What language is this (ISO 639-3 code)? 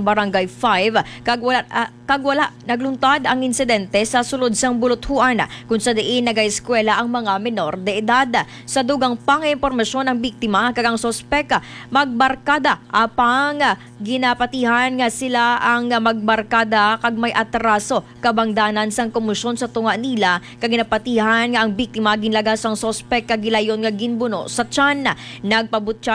hil